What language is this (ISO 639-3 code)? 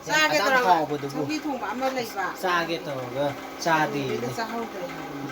mni